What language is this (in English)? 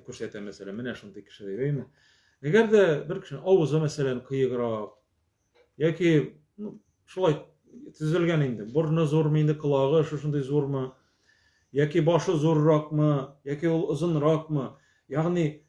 Tatar